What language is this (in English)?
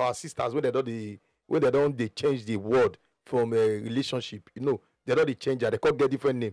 Nigerian Pidgin